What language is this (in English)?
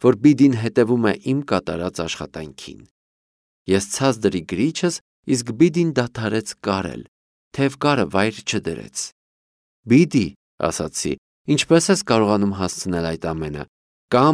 Armenian